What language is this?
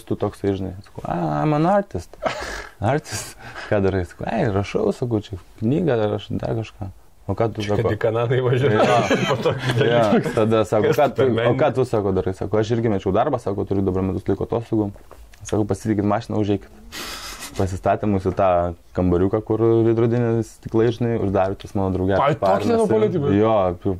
Lithuanian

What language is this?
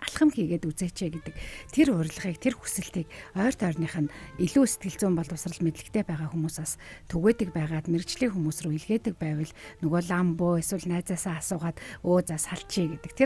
Mongolian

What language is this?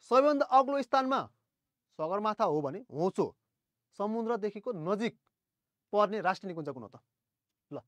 Nepali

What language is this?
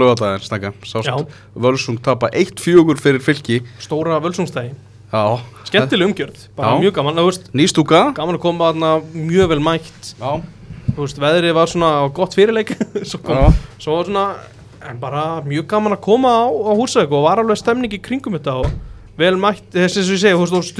Icelandic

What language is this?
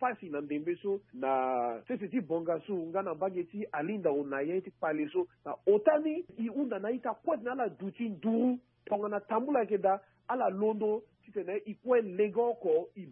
Sango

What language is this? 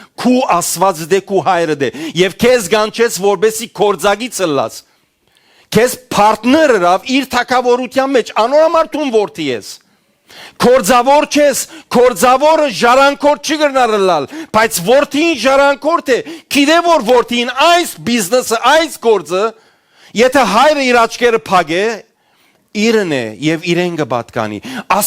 Western Armenian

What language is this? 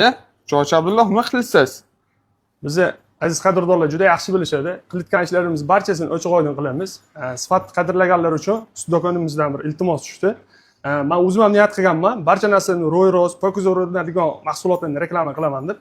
Uzbek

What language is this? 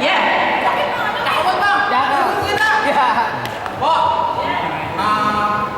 Betawi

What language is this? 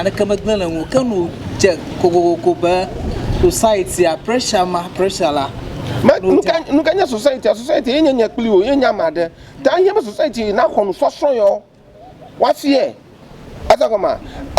Ewe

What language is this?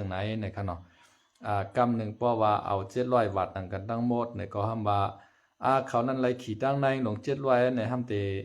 Shan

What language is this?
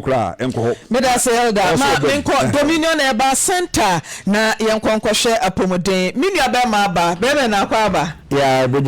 Akan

